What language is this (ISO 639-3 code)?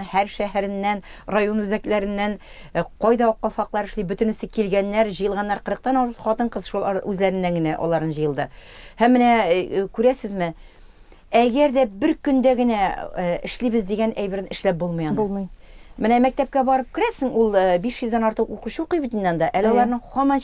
tat